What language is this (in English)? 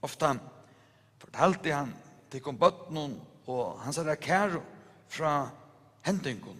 Faroese